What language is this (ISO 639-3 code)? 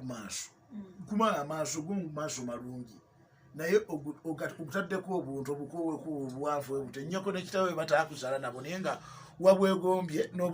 lug